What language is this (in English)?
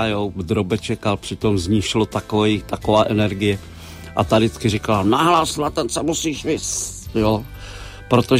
Czech